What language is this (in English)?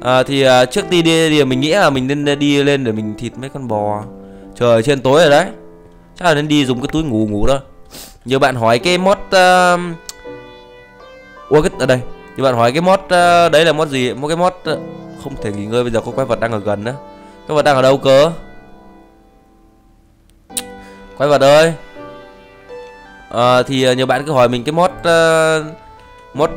Vietnamese